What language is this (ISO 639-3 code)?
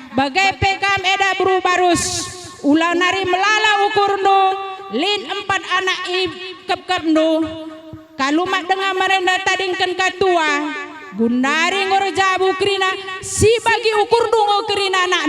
btx